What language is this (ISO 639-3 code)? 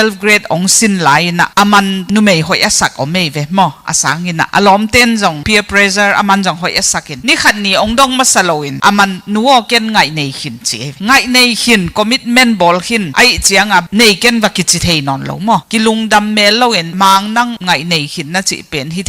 ctd